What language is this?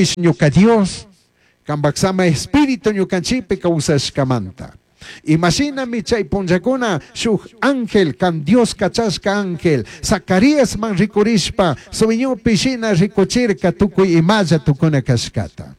Chimborazo Highland Quichua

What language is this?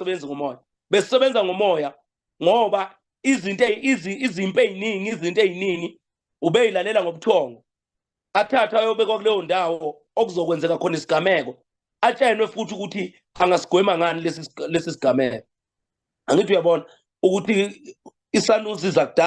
Zulu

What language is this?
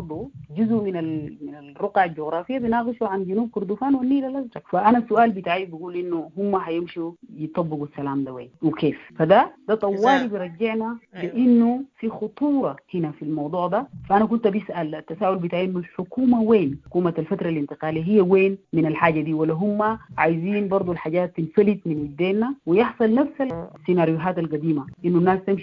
Sudanese Arabic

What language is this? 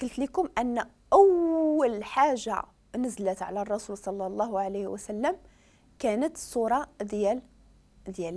Moroccan Arabic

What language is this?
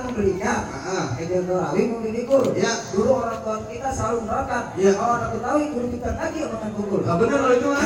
Betawi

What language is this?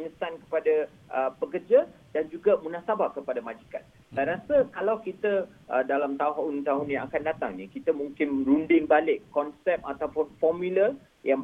Malay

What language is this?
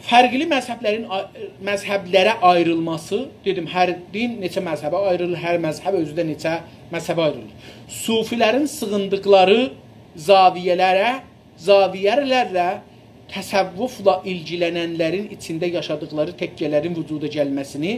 South Azerbaijani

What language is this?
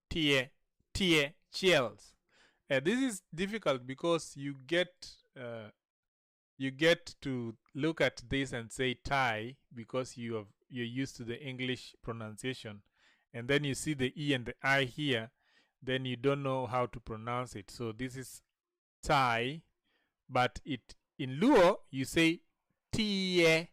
Luo (Kenya and Tanzania)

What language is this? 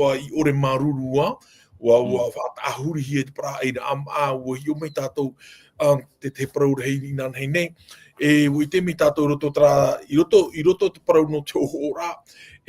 Tahitian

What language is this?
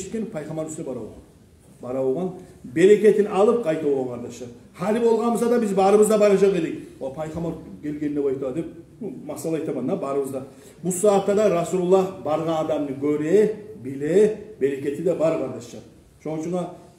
Kumyk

